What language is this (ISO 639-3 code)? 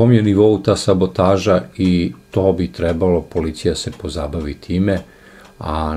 srp